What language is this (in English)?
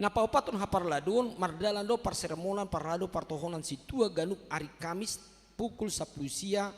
Batak Toba